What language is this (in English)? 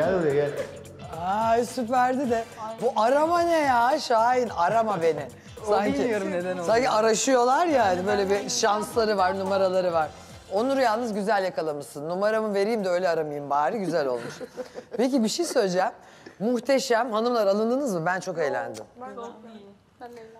Turkish